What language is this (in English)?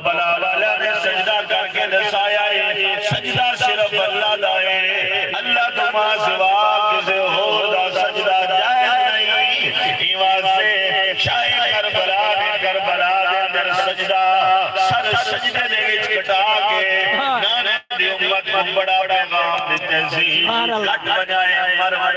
Saraiki